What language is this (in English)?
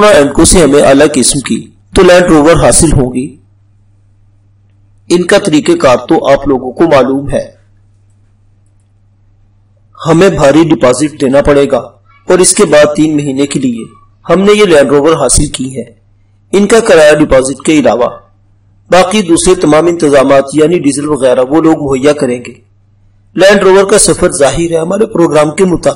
Urdu